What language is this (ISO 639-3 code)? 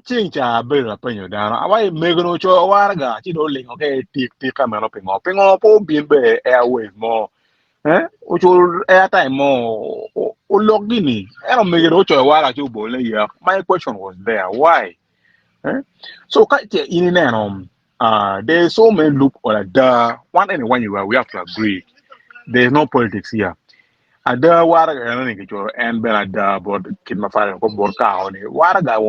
ach